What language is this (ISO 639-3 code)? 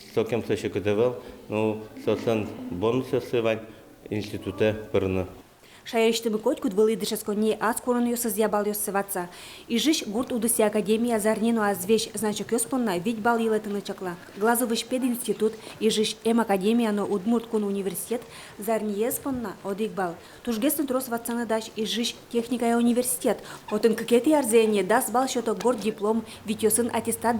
udm